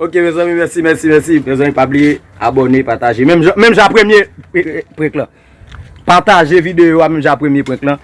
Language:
Haitian Creole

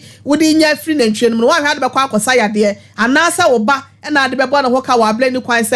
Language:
Akan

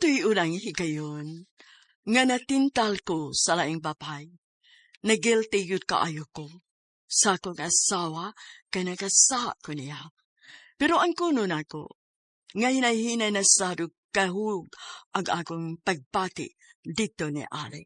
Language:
Cebuano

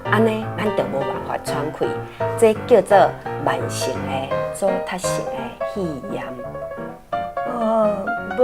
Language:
Min Nan Chinese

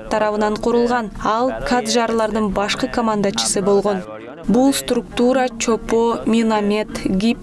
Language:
Kyrgyz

